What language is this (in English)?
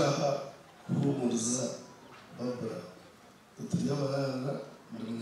Nyankole